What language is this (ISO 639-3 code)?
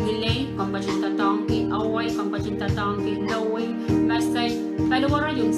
pon